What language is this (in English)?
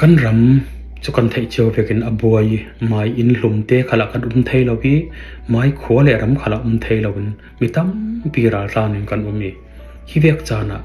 Falam Chin